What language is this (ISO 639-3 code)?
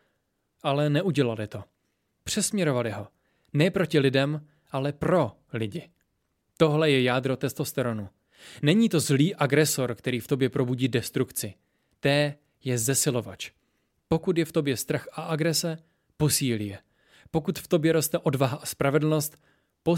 ces